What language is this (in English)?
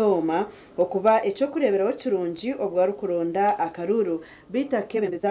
Nyankole